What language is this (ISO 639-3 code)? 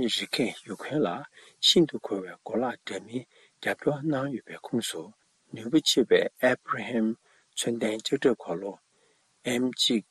bod